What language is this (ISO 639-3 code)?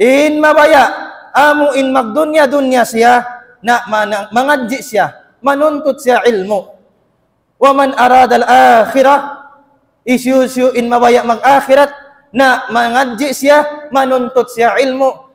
tsg